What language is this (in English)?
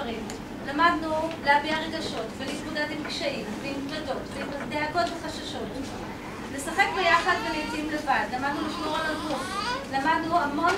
Hebrew